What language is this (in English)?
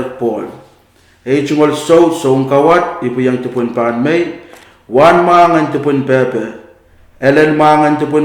Pohnpeian